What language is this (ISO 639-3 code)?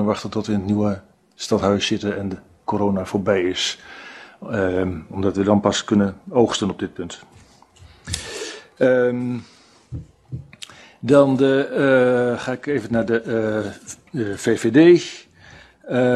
nld